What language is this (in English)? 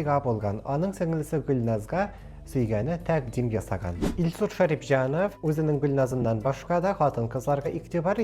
Tatar